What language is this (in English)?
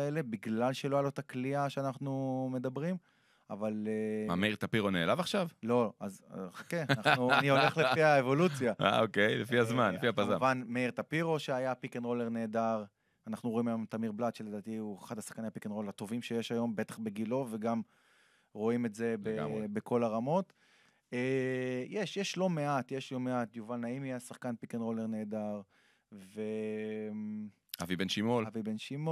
Hebrew